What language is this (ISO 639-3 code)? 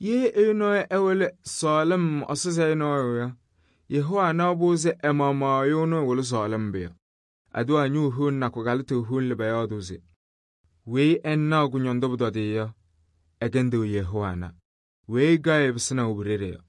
kbp